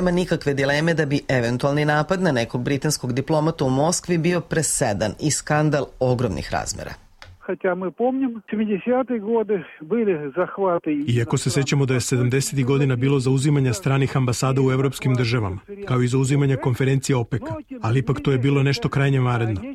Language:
Serbian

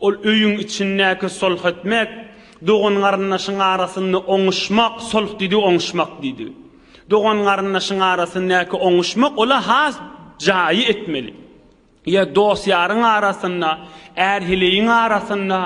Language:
Turkmen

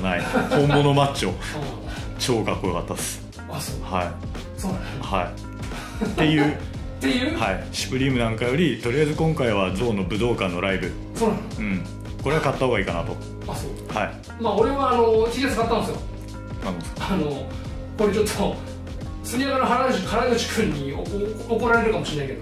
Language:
Japanese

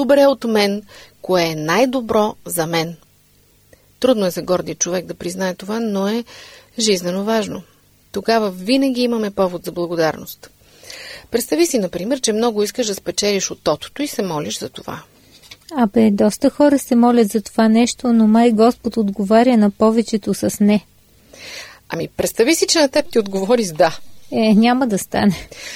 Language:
Bulgarian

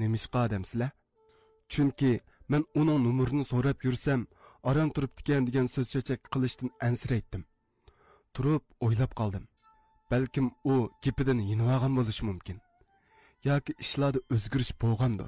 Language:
Uyghur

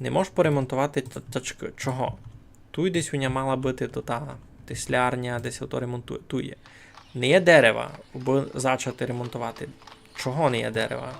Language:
Rusyn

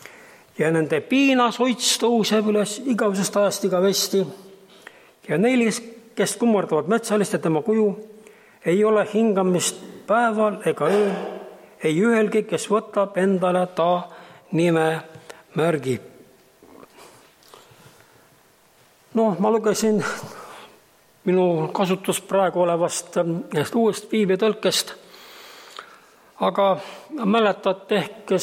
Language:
Estonian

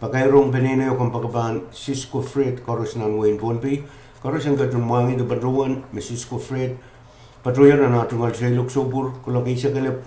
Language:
Pohnpeian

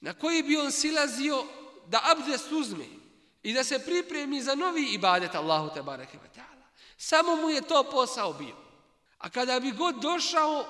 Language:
Bosnian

